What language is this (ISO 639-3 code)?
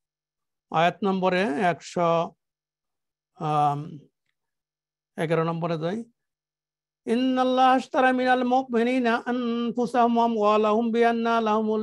ben